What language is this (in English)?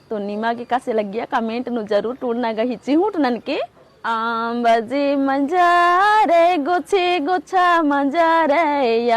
Kurukh